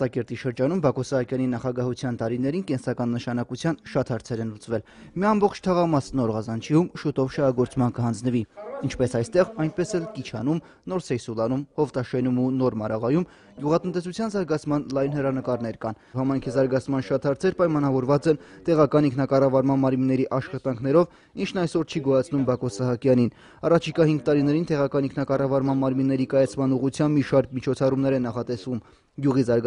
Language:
Armenian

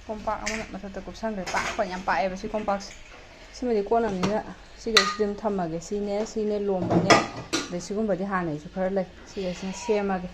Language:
Manipuri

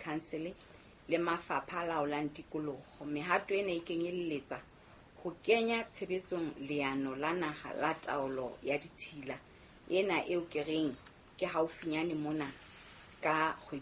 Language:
Southern Sotho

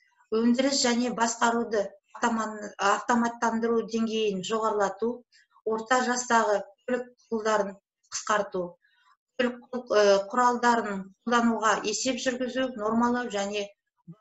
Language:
Kazakh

